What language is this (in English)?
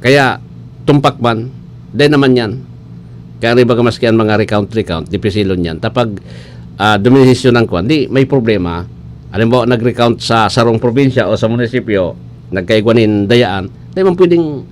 Bikol